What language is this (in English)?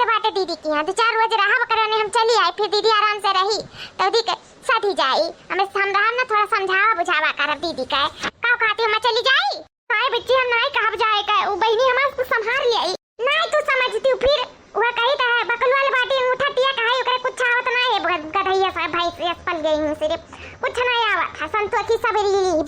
Awadhi